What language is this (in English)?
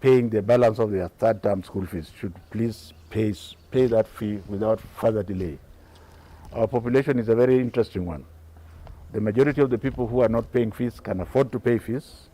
Kamba